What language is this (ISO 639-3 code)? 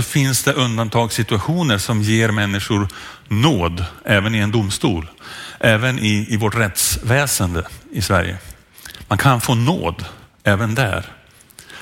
swe